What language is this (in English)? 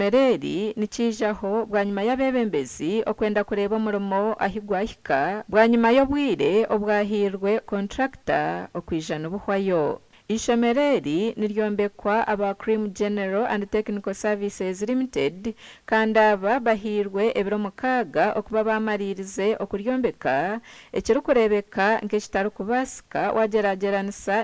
Nyankole